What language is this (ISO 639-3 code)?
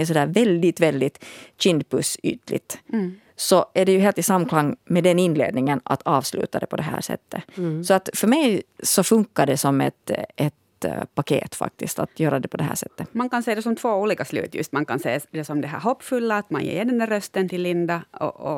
swe